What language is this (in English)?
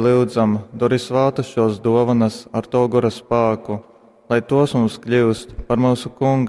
Latgalian